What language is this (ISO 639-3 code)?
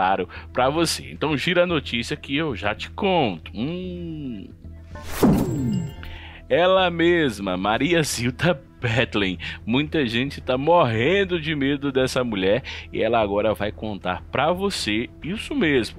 por